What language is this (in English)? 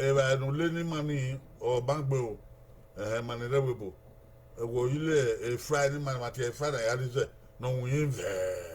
Bini